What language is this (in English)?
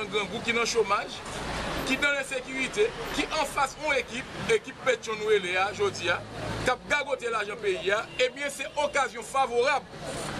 Haitian Creole